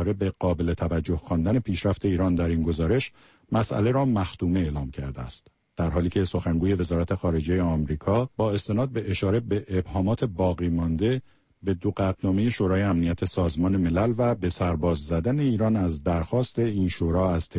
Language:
Persian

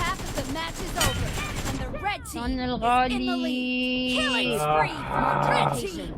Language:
Mesopotamian Arabic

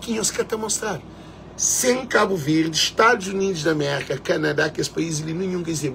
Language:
Kabuverdianu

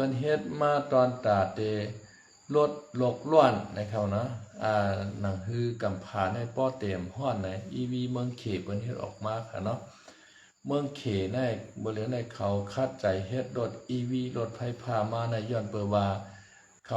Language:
Shan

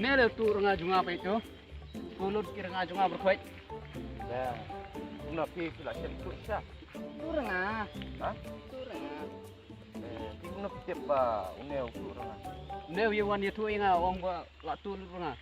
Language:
Khasi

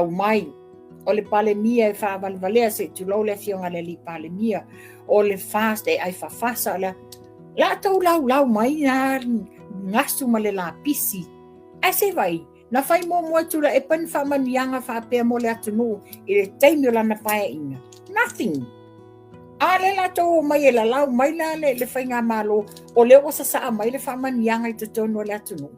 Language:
Samoan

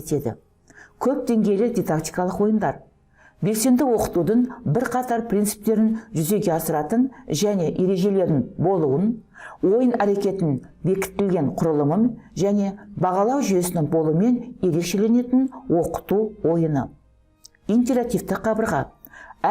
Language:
Kazakh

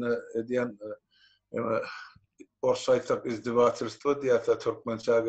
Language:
Turkmen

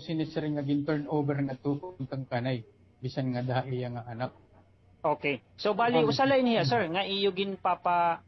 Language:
Waray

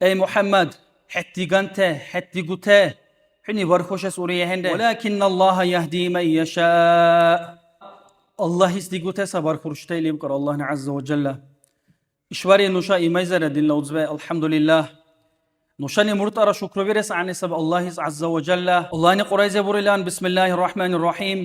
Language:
Dargwa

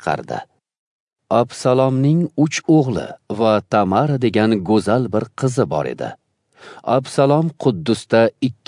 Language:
Uzbek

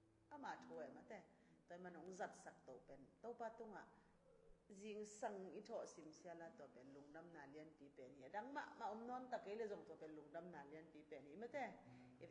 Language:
Tedim Chin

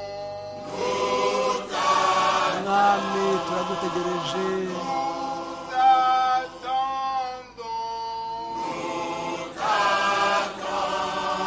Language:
Kinyarwanda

